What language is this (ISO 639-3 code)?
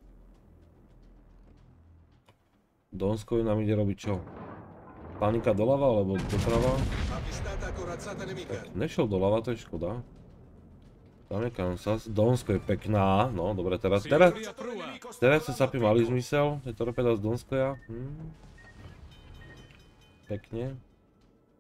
slk